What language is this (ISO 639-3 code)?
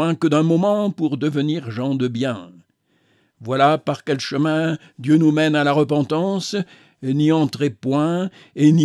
fra